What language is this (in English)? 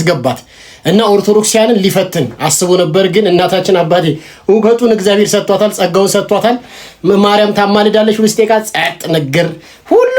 Amharic